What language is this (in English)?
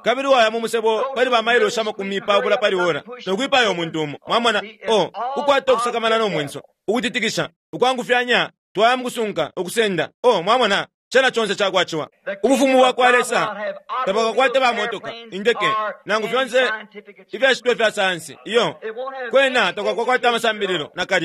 Bemba